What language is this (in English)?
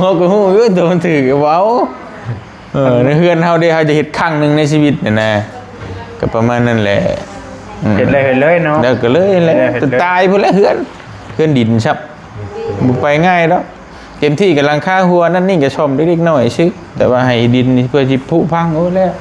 Lao